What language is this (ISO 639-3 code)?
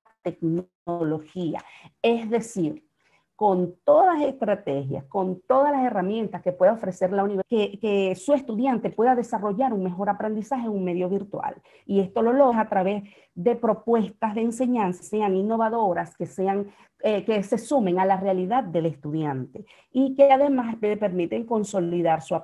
spa